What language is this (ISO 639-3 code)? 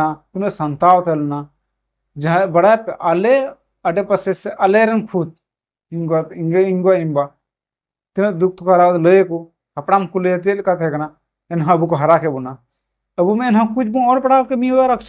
sat